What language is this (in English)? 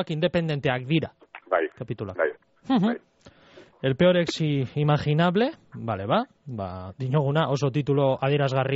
Basque